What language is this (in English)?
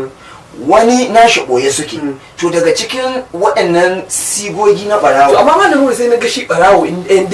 Hausa